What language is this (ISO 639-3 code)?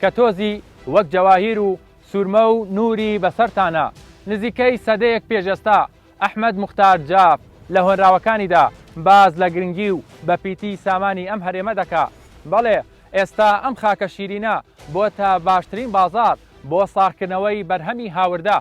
ckb